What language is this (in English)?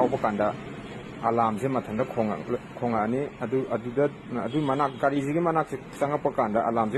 Manipuri